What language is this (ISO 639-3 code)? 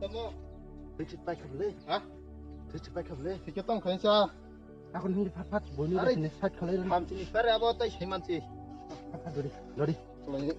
trp